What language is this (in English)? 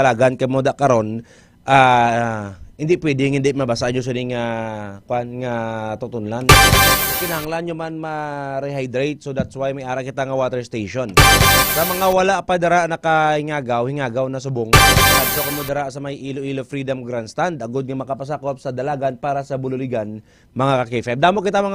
Hiligaynon